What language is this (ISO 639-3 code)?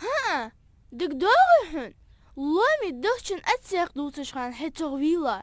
inh